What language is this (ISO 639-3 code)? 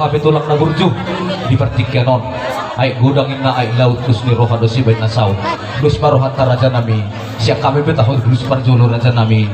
bbc